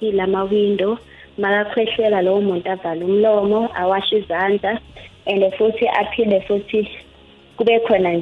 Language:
South Ndebele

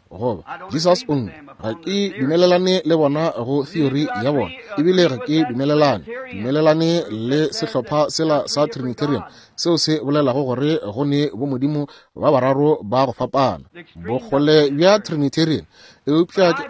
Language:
Northern Sotho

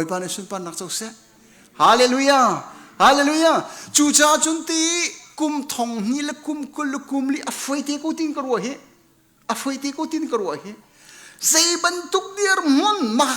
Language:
Hakha Chin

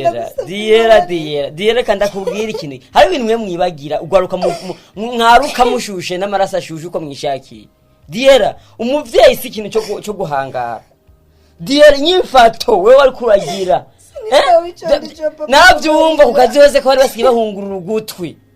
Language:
Rundi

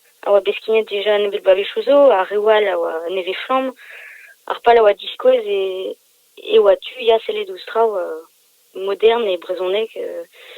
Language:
Breton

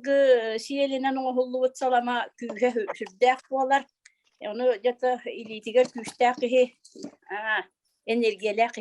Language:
Yakut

